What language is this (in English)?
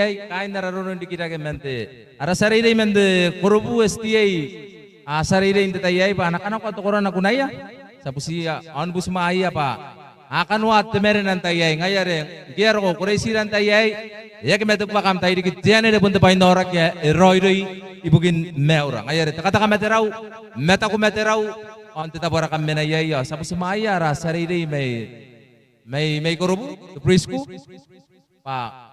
Gilbertese